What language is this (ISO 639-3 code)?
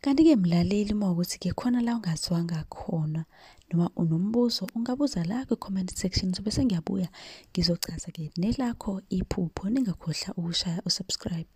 zul